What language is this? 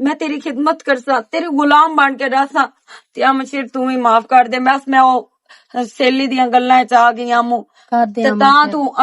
Western Panjabi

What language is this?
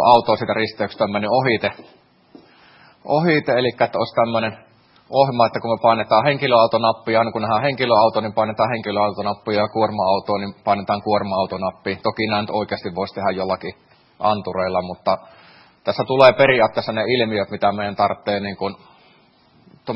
Finnish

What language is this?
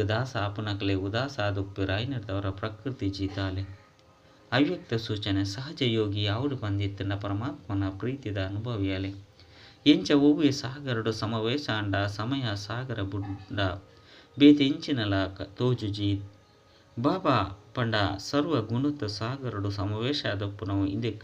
Tulu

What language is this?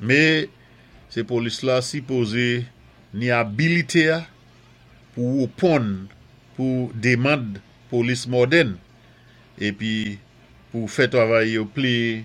Saint Lucian Creole French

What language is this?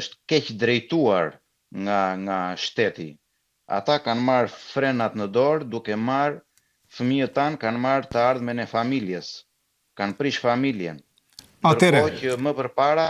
Albanian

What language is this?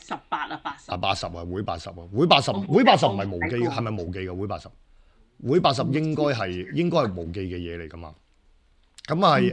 Cantonese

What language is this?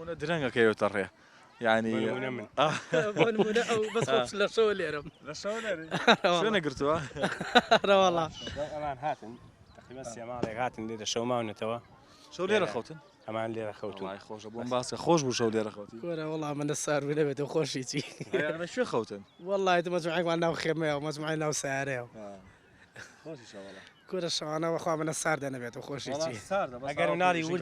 Central Kurdish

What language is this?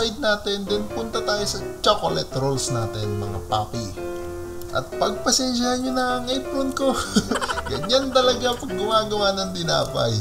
Filipino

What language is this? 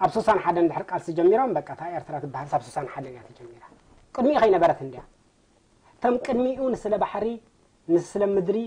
Tigrinya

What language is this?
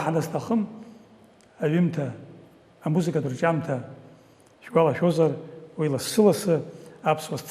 Abkhazian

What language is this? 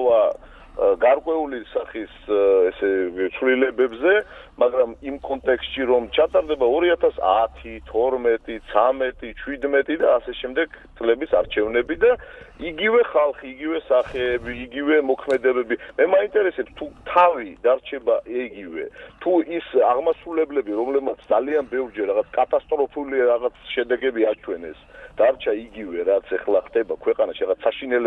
Georgian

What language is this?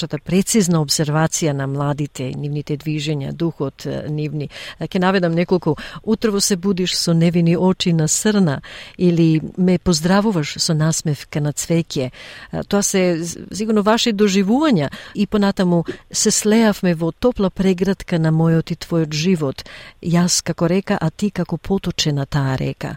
Macedonian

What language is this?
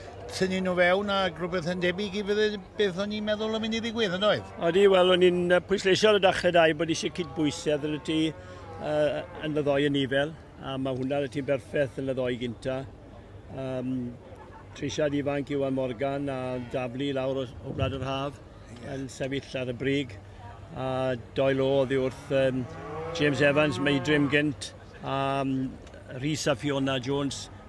Welsh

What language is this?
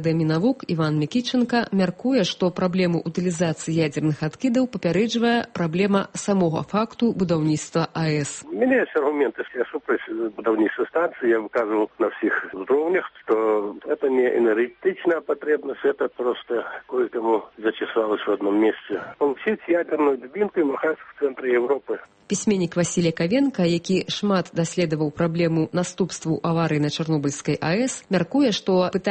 Belarusian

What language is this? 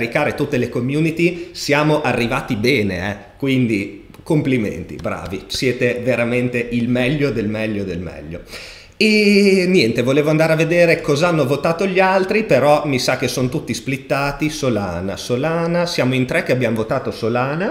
Italian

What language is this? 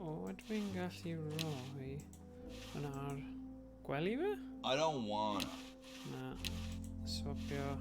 Welsh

